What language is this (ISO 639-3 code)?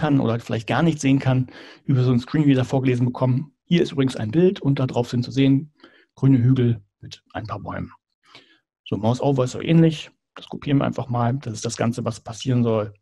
deu